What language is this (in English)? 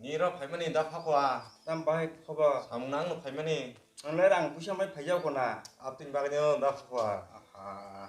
Kok Borok